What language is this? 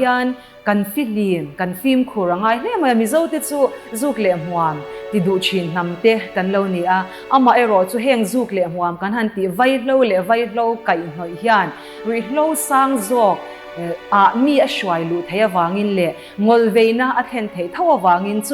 Mizo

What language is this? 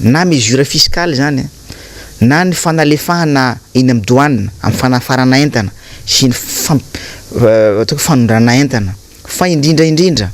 Malagasy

